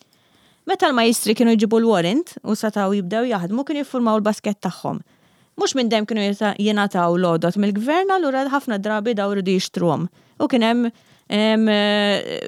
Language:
Maltese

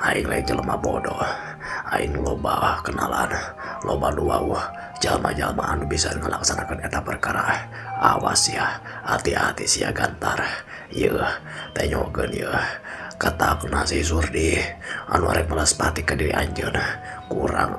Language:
Sundanese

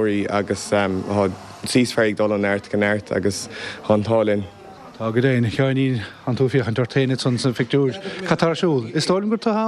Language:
Irish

